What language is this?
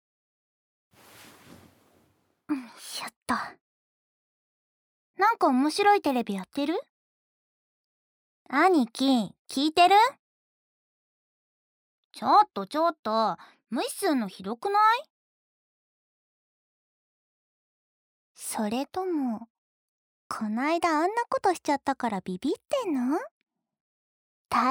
Japanese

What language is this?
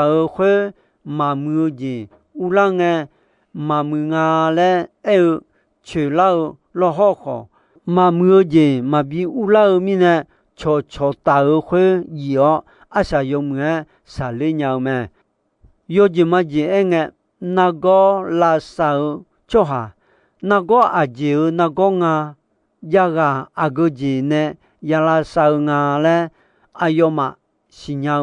Akha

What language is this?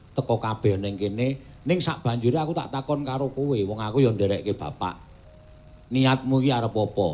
Javanese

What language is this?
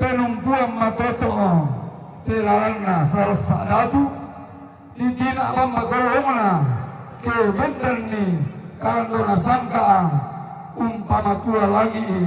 Toraja-Sa'dan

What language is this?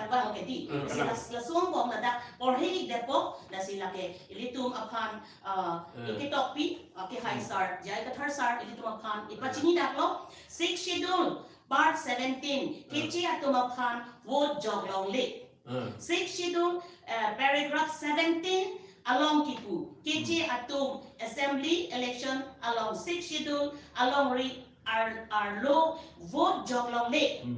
Karbi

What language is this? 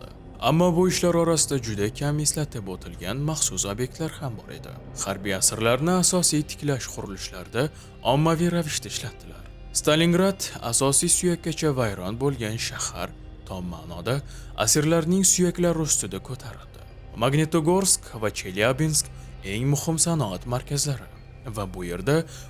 Uzbek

